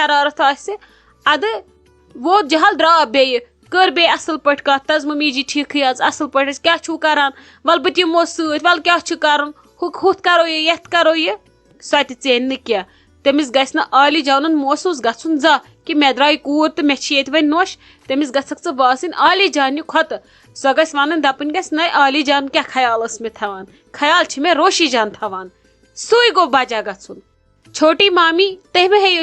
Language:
Kashmiri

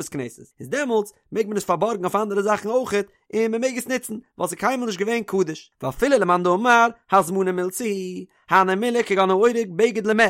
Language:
Yiddish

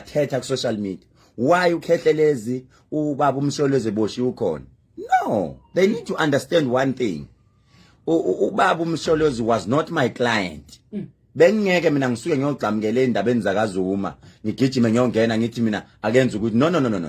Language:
Zulu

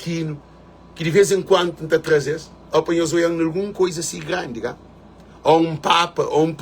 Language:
Kabuverdianu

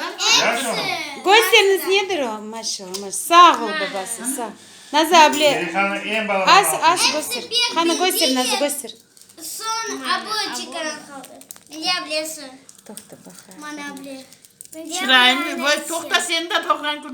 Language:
Crimean Tatar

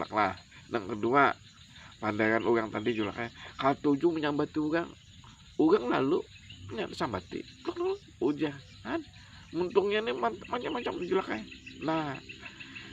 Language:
Banjar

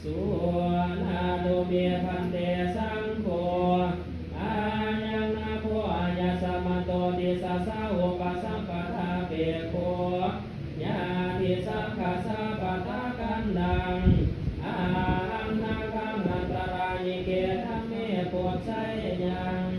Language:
Pali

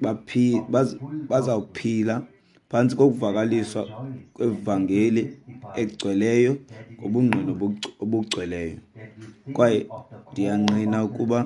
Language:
Xhosa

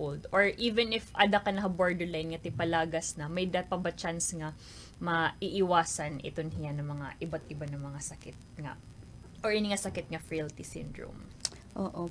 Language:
Waray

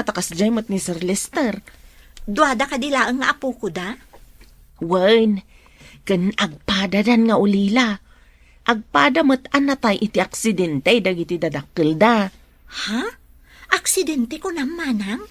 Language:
Iloko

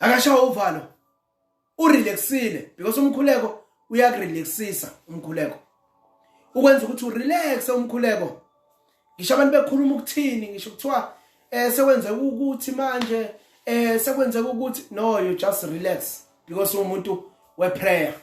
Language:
Zulu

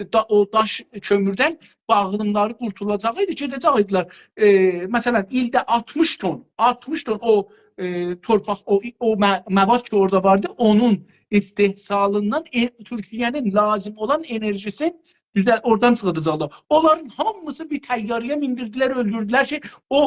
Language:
South Azerbaijani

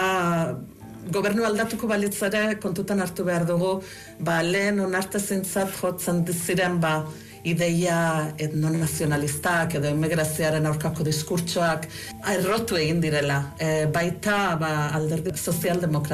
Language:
Basque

